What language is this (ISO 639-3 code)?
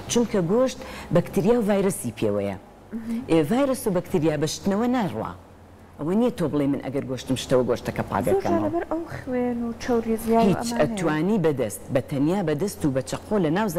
ckb